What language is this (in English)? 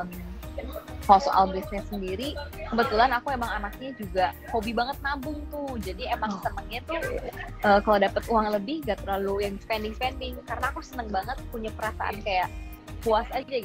Indonesian